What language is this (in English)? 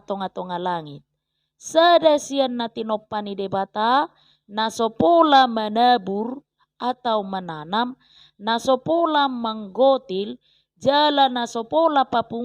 Batak Toba